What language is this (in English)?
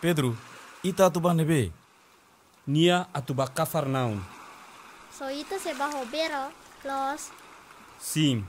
Tetum